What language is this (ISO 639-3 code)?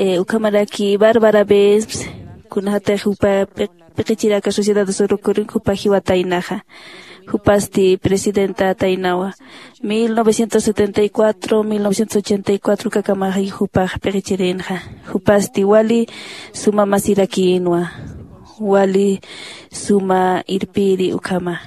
aym